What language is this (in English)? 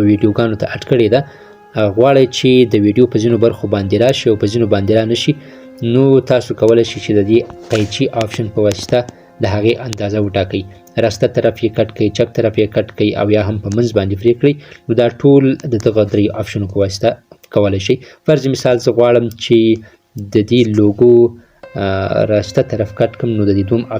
Pashto